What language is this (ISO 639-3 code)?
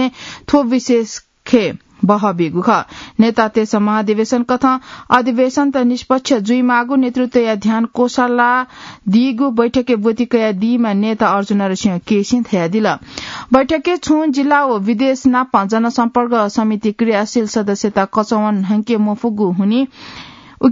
new